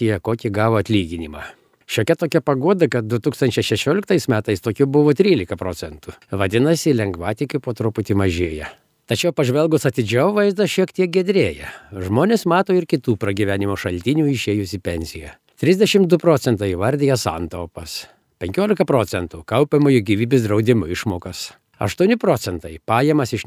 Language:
Lithuanian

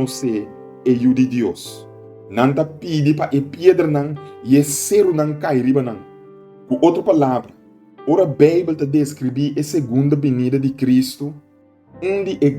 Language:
Papiamento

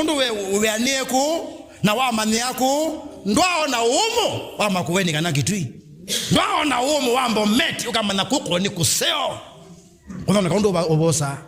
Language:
Kamba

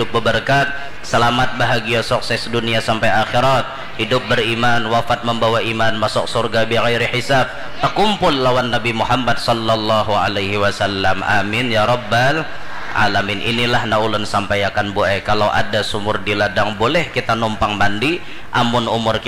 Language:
Banjar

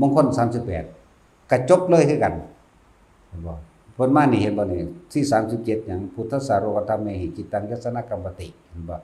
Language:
Lao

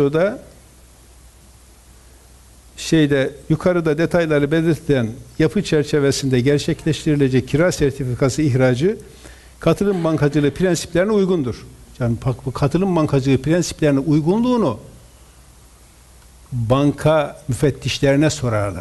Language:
Turkish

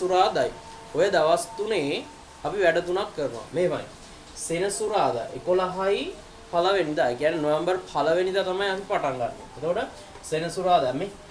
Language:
Sinhala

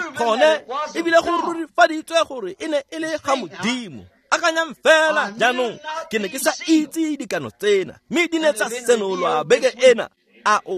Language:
Tswana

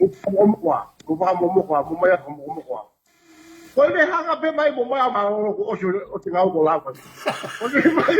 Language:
Tongan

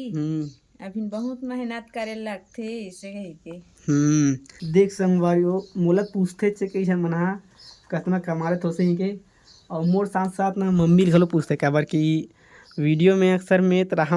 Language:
Chhattisgarhi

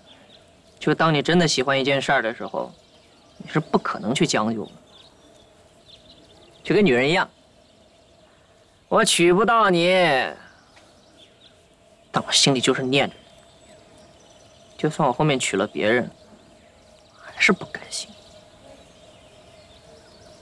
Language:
Chinese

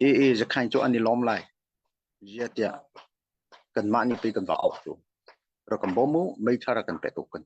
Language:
Hakha Chin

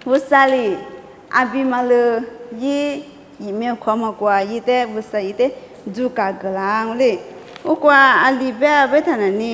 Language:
Lisu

